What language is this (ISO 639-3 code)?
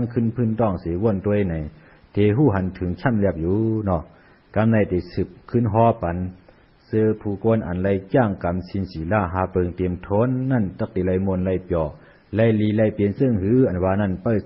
shn